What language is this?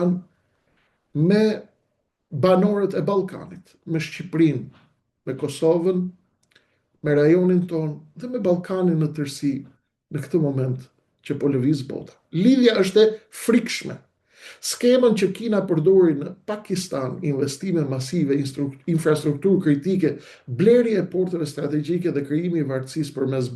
Albanian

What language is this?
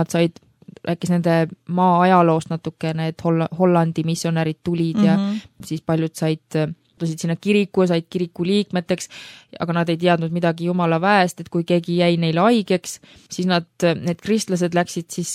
Estonian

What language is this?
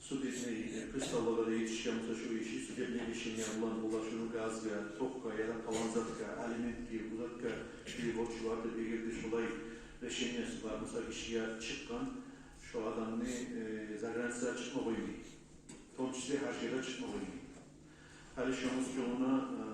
Kumyk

